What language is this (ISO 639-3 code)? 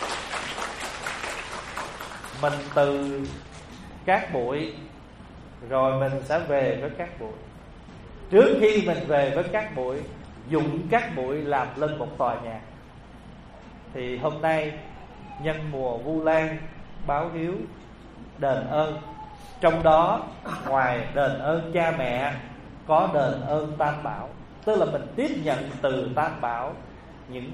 vie